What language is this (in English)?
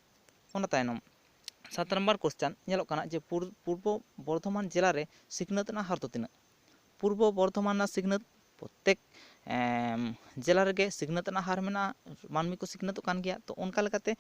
Santali